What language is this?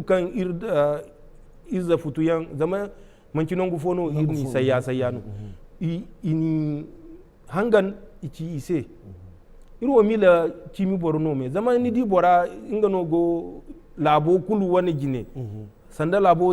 Zarma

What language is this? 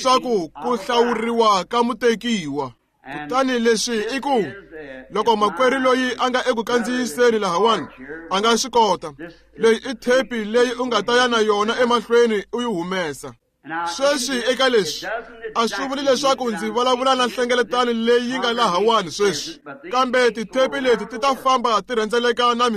Tsonga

